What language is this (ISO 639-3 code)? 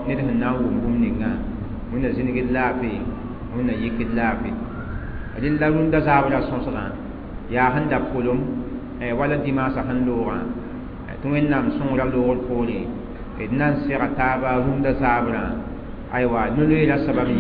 mos